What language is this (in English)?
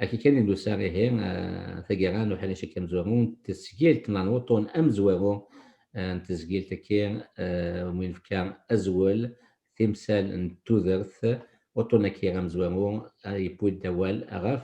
Kabyle